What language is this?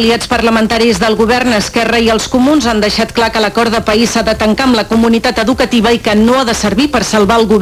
Catalan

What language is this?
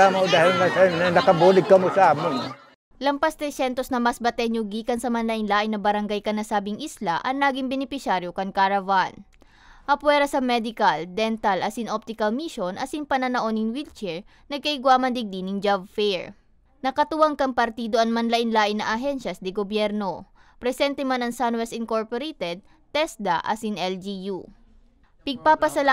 Bikol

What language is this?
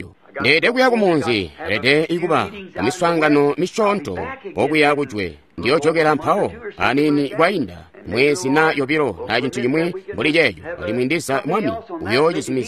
Tonga (Zambia)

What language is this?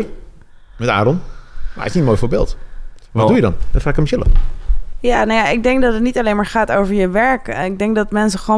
Dutch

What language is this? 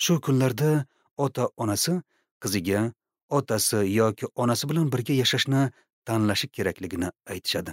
Uzbek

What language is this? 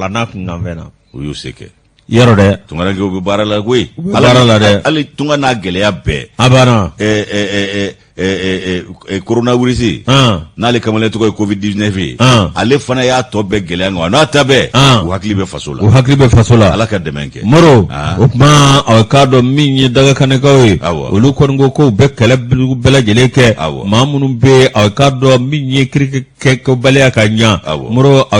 Bambara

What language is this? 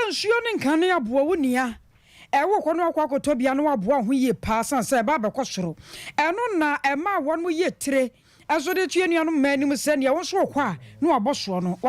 Akan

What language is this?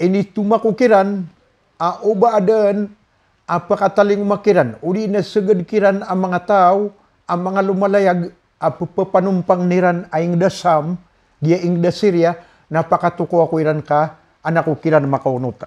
Maranao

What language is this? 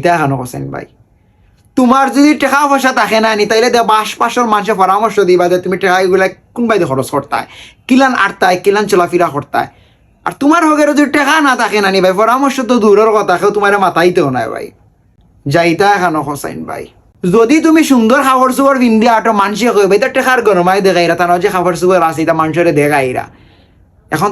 Sylheti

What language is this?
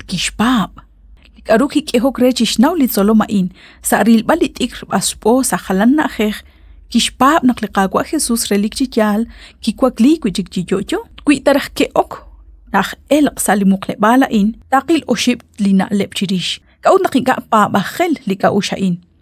Kekchí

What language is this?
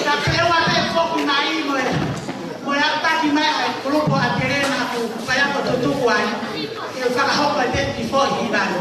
Tongan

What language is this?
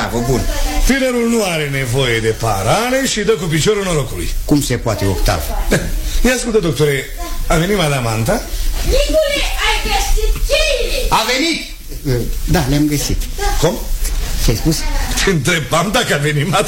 Romanian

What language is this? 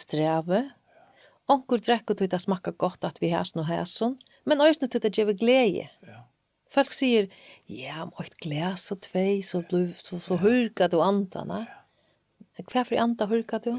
Faroese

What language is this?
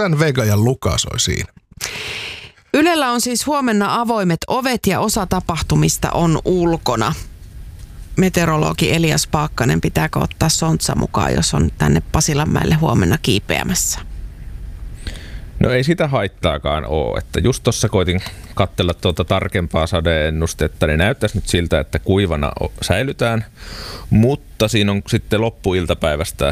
Finnish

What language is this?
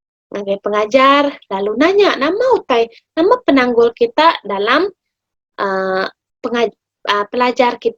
Iban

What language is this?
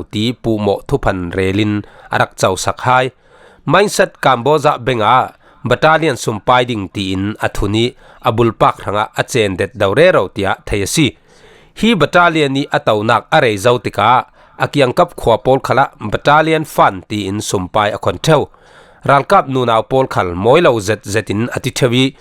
Falam Chin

